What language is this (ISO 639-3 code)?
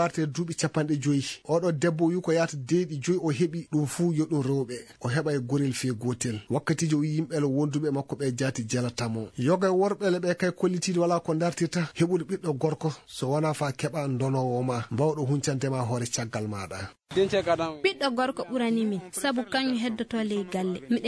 ful